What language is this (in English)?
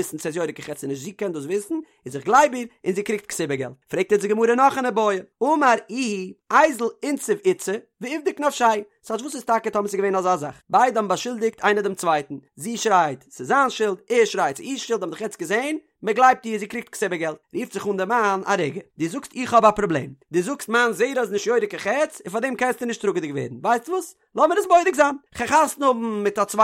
Yiddish